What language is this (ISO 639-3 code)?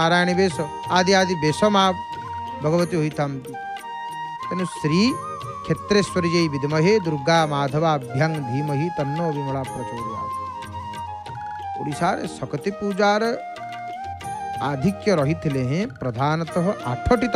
ori